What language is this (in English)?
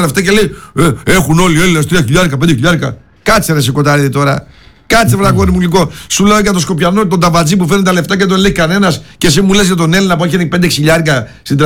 Greek